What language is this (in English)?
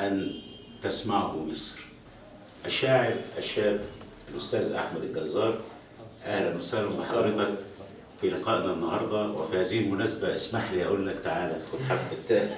Egyptian Arabic